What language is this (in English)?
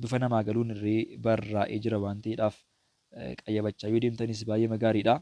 Oromo